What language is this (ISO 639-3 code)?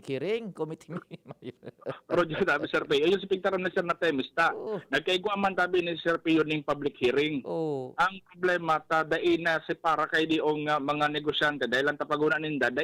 bik